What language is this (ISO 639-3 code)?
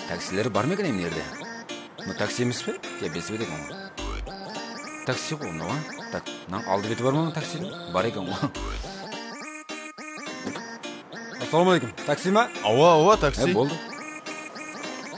kaz